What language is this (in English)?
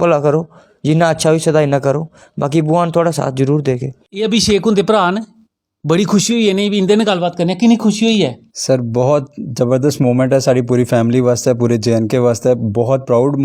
Dogri